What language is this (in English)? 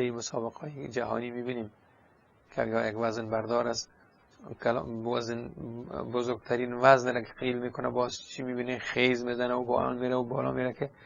Persian